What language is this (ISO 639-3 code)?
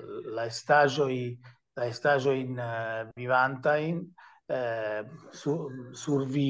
epo